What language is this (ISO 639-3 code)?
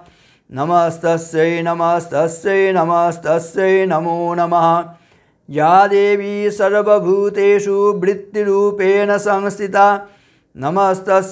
san